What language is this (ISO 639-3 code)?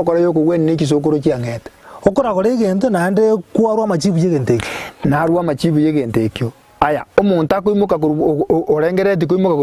guz